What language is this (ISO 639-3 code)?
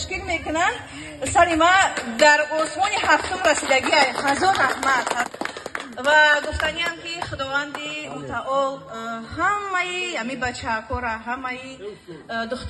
tgk